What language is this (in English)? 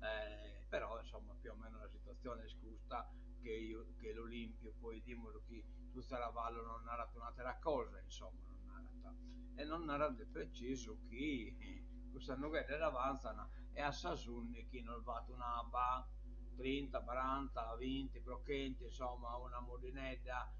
Sardinian